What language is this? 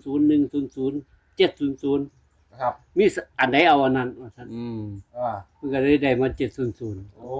Northeastern Thai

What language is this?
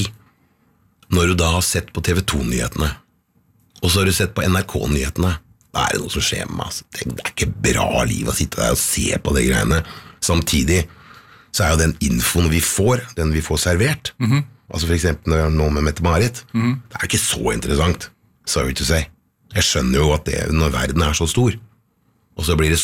Norwegian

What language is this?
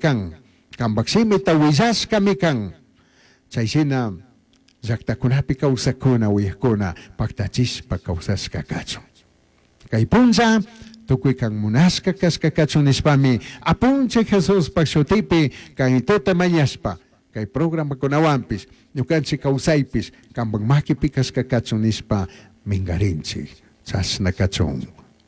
Chimborazo Highland Quichua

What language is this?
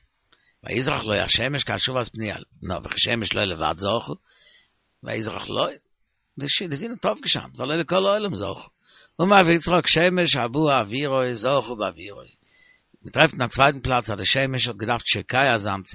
Yiddish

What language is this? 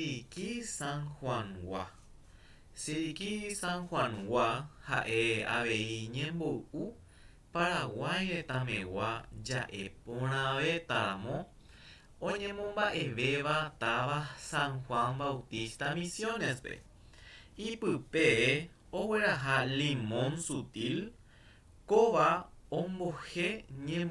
Guarani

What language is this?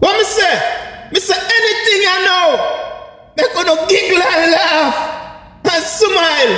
Jamaican Creole English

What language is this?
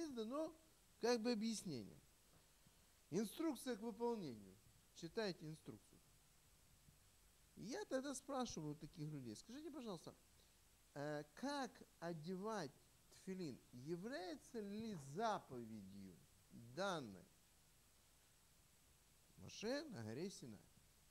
Russian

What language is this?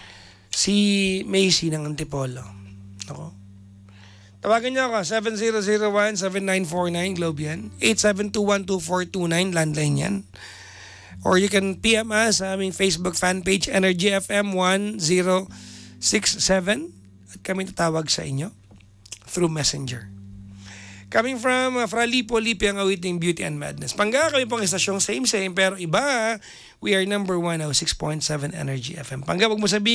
Filipino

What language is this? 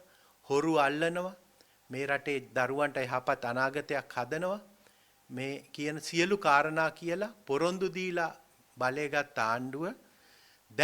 Sinhala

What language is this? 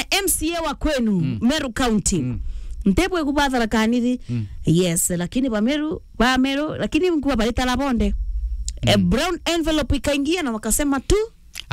Meru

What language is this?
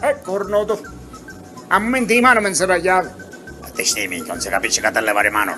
Sicilian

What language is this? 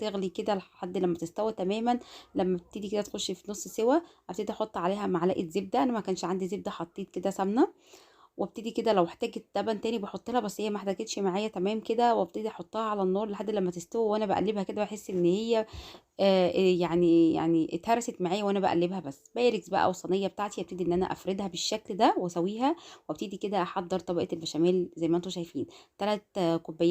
Egyptian Arabic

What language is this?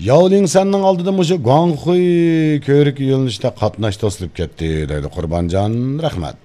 Uyghur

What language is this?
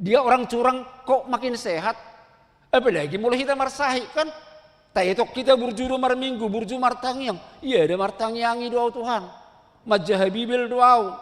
Batak Toba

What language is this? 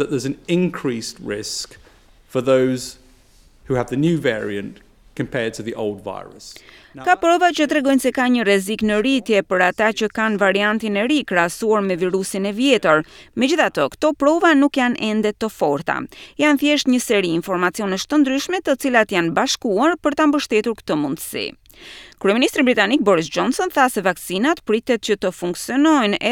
Albanian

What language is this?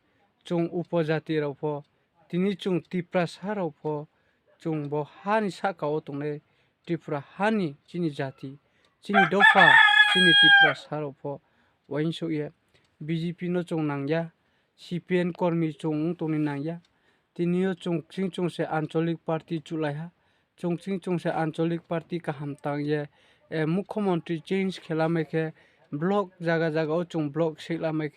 Riang (India)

